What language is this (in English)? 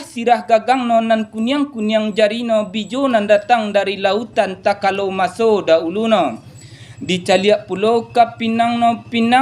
Minangkabau